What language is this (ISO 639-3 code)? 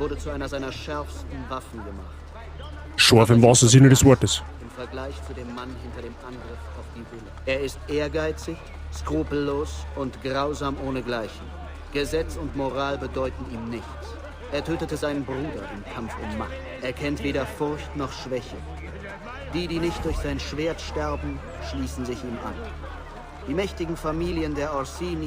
bar